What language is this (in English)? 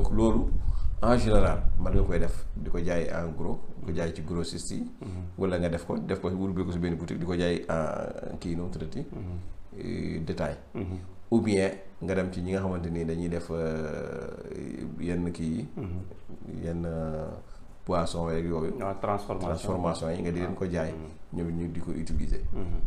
Wolof